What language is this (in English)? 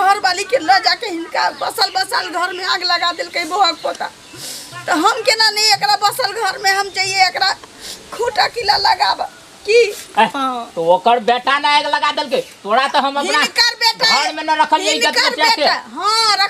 Maithili